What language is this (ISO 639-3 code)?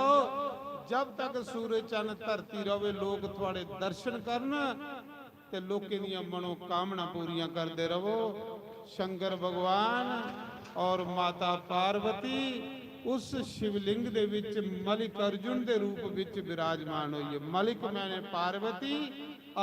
doi